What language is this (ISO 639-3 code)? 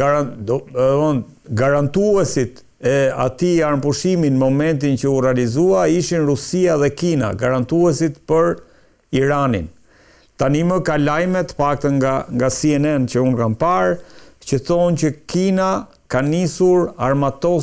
sqi